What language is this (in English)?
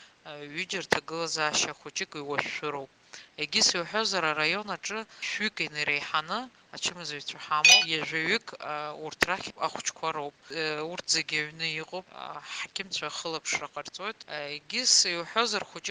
Abkhazian